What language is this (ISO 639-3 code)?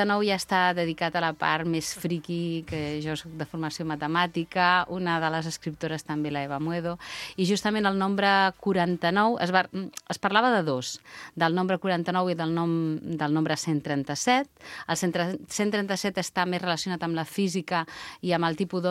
cat